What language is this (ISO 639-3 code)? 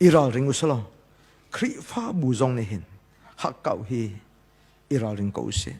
cnh